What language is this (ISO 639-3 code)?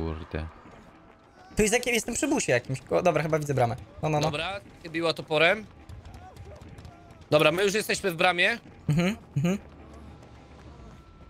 pol